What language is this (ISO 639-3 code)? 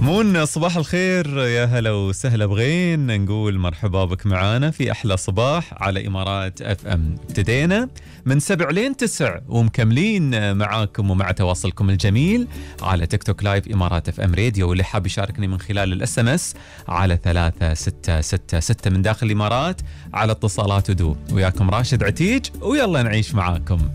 afb